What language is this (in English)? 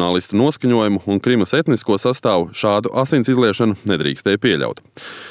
Latvian